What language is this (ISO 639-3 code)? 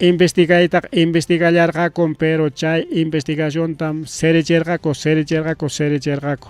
quy